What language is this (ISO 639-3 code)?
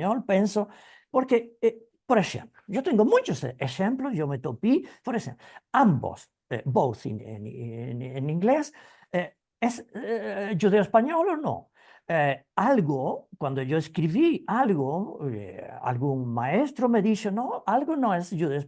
lad